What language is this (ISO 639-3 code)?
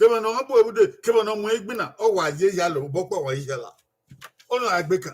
bin